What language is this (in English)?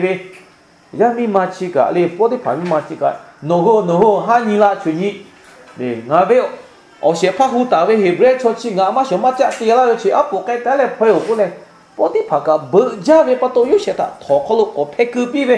Lahu